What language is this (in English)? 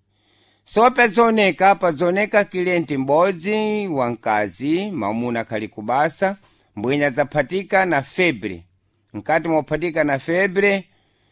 Sena